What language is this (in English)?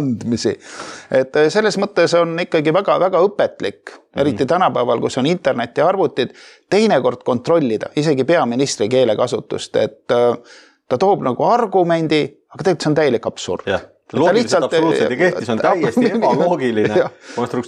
Estonian